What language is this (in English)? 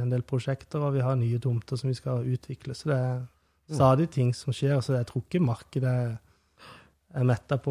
Norwegian